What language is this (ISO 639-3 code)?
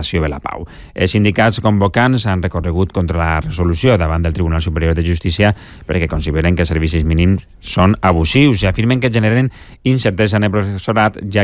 cat